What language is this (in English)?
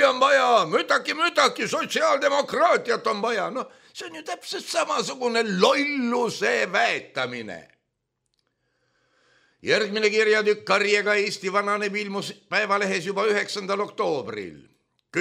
Estonian